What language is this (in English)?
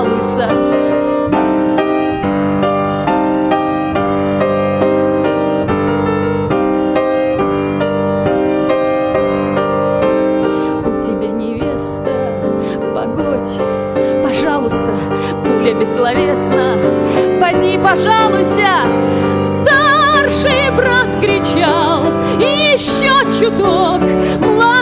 Russian